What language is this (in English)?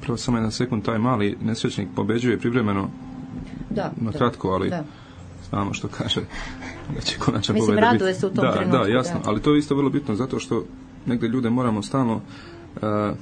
Serbian